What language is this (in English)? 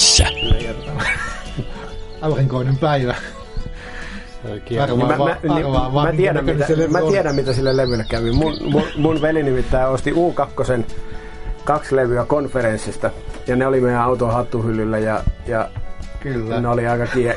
Finnish